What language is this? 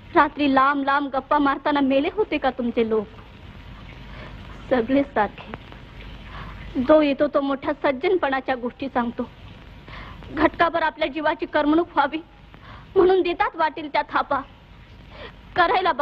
Marathi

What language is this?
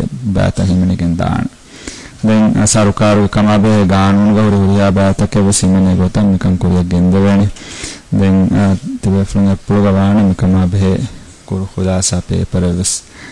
Divehi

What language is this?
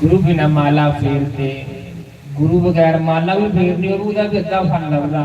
Dogri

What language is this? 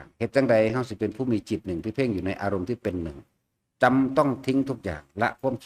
Lao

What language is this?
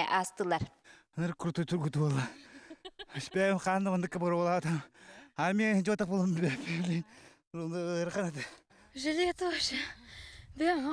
Yakut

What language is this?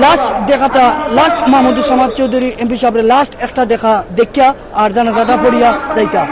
Sylheti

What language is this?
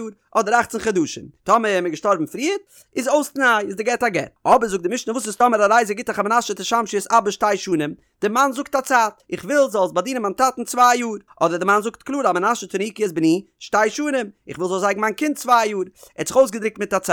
Yiddish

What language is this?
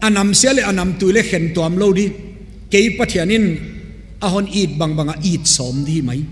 Tedim Chin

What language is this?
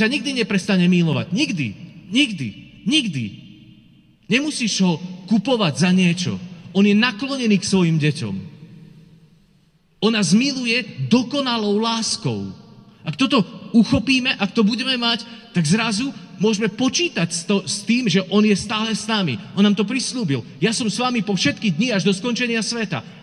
Slovak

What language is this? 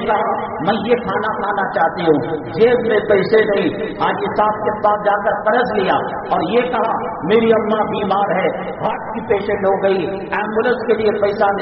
Urdu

